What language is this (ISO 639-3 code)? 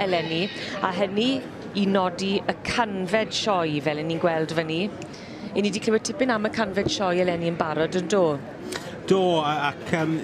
cym